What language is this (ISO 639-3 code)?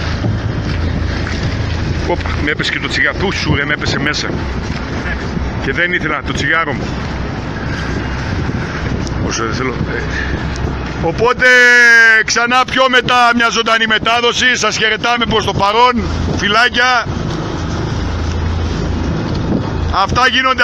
ell